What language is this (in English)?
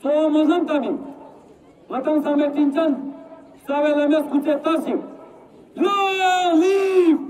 Tibetan